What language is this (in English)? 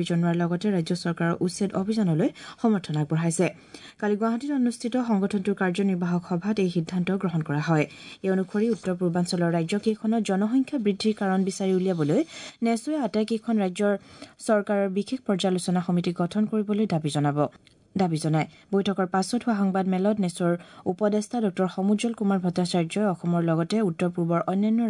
Assamese